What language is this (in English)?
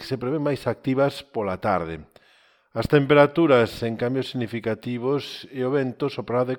Galician